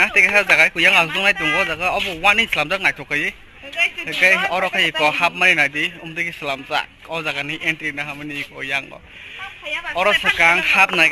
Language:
Kok Borok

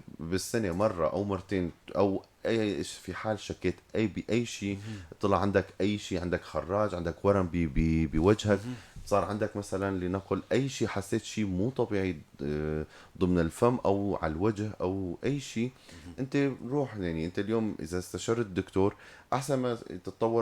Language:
North Levantine Arabic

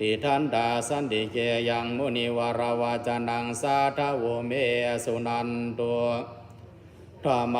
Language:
Pali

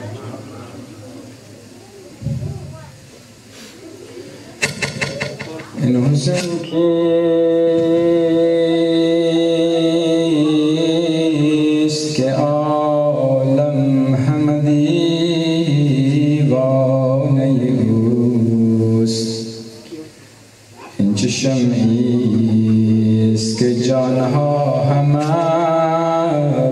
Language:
Persian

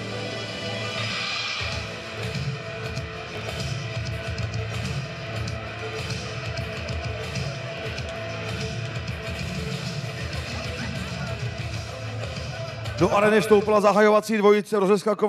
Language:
Czech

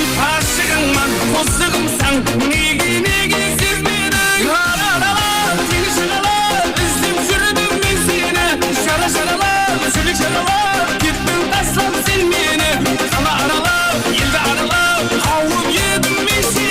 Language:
Kara-Kalpak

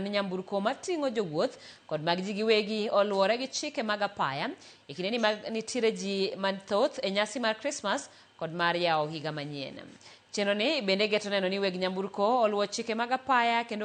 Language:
Luo (Kenya and Tanzania)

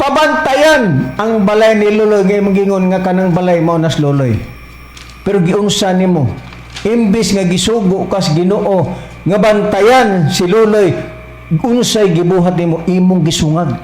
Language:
Cebuano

